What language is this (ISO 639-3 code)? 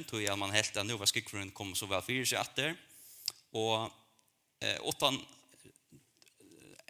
fao